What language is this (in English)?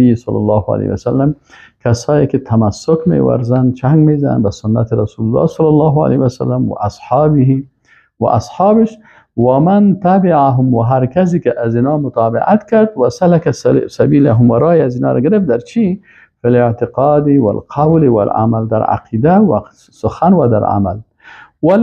Persian